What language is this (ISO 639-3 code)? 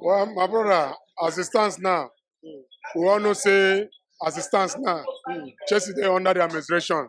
pcm